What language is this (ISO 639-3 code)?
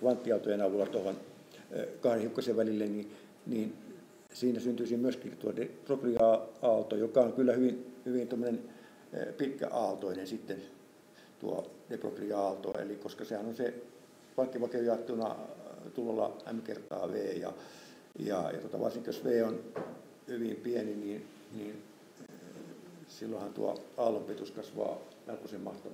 fin